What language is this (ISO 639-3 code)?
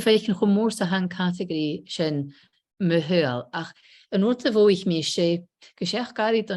gla